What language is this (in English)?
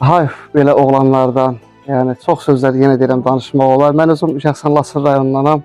Azerbaijani